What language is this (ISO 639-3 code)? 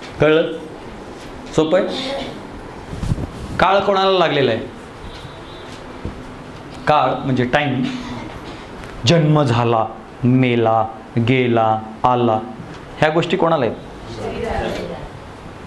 mar